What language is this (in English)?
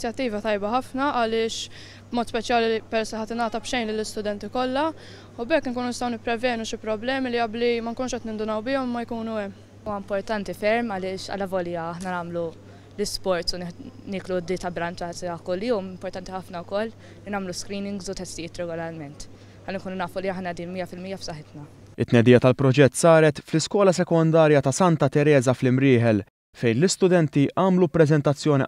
Maltese